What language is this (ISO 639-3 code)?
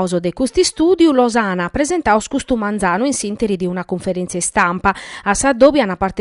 srd